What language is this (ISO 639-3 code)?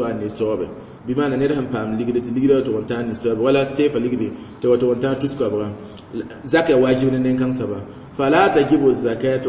mos